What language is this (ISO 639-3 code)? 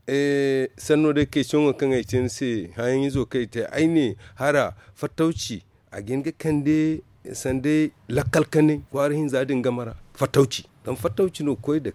dje